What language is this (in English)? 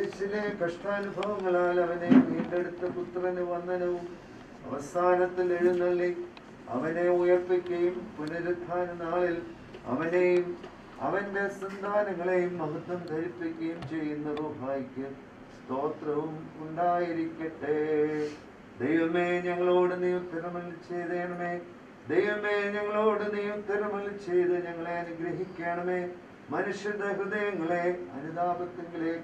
Malayalam